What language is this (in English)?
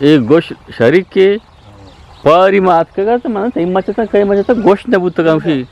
Eastern Balochi